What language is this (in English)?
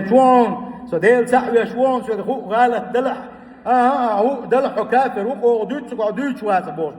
Chechen